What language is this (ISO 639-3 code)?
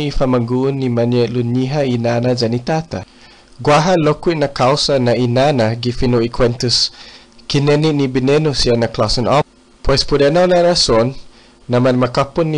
cha